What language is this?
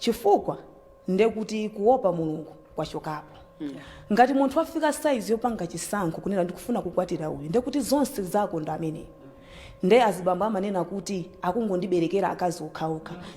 Nyanja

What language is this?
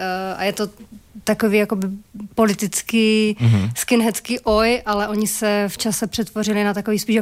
Czech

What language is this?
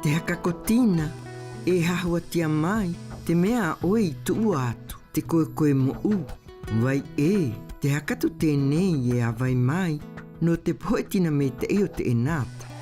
South Marquesan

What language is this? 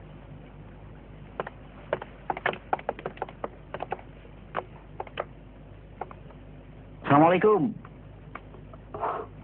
Indonesian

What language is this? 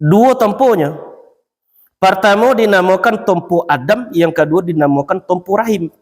Minangkabau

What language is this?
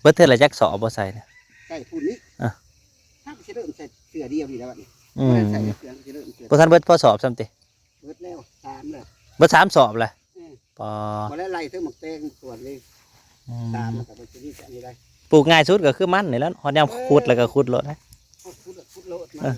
Northeastern Thai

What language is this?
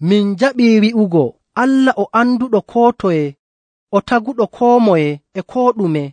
Nigerian Fulfulde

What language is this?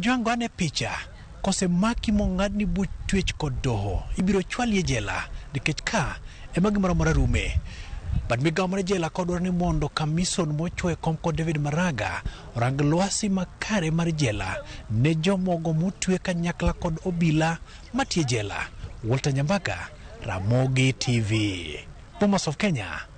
Luo (Kenya and Tanzania)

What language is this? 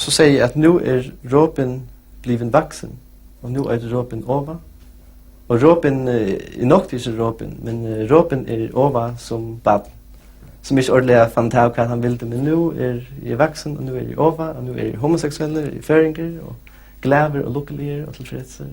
Faroese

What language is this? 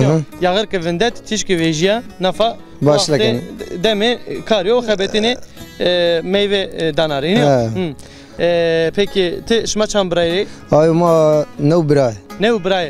Zaza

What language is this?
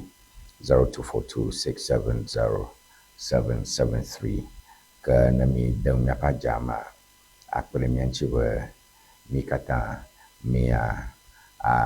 Ewe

